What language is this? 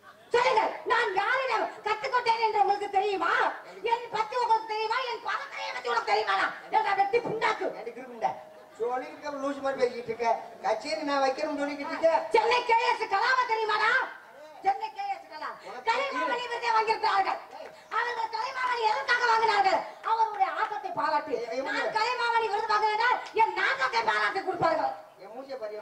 Tamil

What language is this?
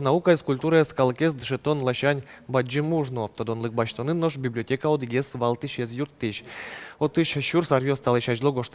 Udmurt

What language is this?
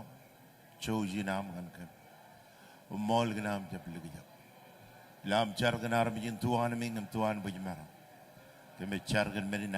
Marshallese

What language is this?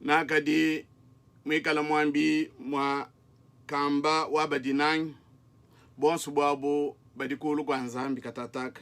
Luba-Lulua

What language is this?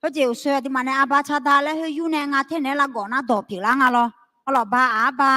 Akha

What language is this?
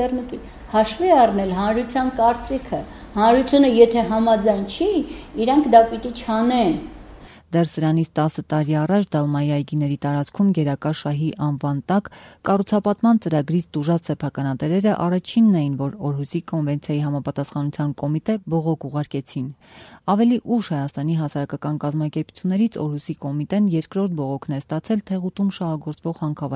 Armenian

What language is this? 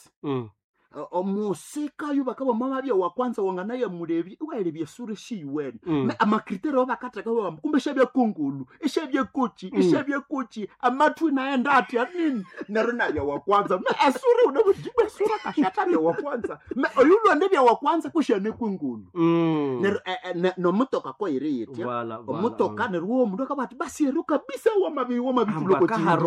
Nande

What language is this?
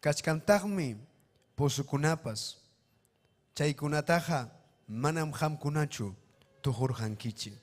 Ayacucho Quechua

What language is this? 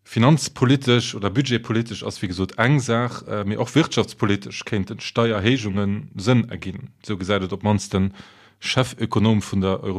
Luxembourgish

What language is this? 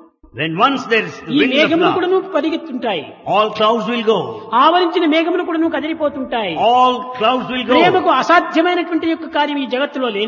Telugu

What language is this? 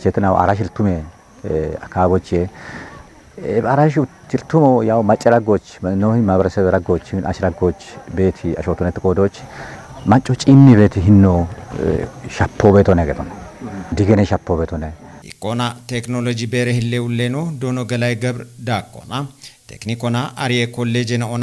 Kafa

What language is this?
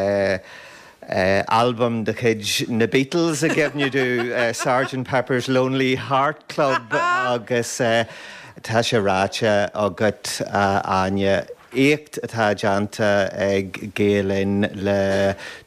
Irish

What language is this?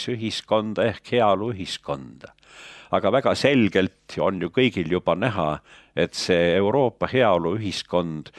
Estonian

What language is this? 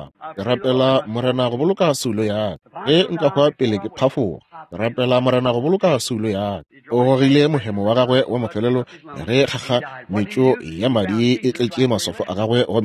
Northern Sotho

